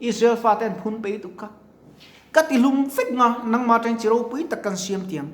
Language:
Mizo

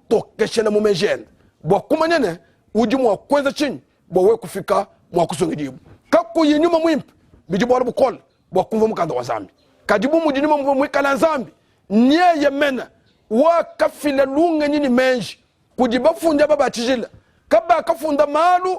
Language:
Luba-Lulua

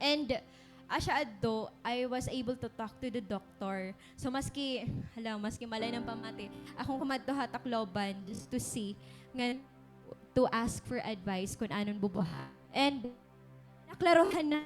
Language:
Waray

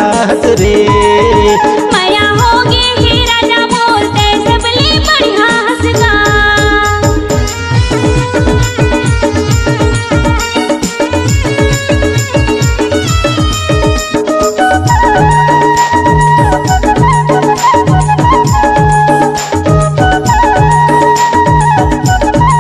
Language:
Chhattisgarhi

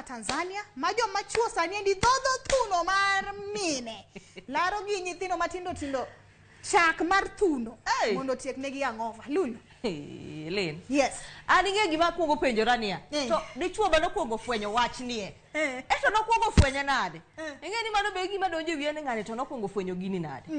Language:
Luo (Kenya and Tanzania)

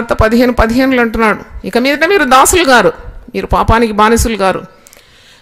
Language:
Telugu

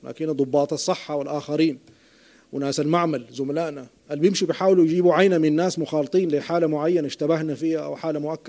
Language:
Sudanese Arabic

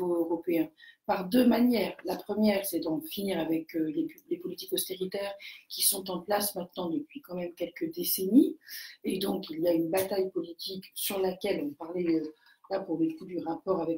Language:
French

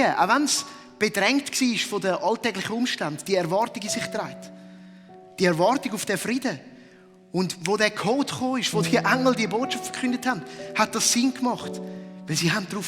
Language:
Swiss German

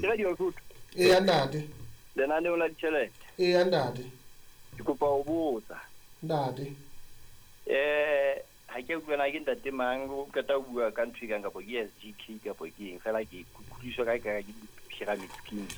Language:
Southern Sotho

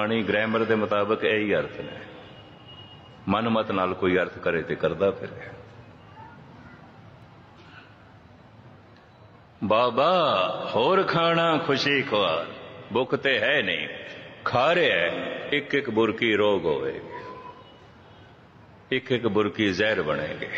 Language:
Punjabi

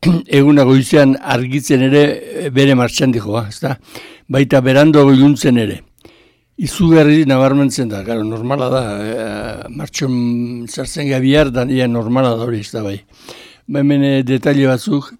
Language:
Basque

